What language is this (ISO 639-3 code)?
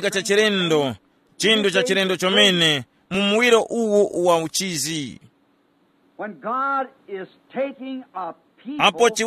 tum